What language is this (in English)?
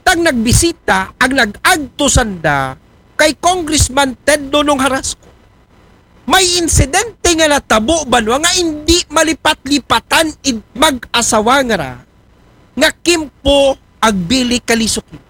Aklanon